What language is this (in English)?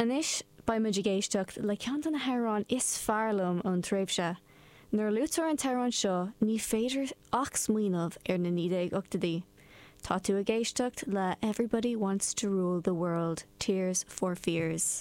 Irish